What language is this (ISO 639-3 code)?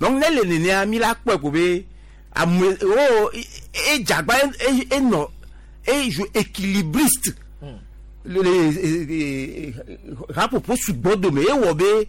gej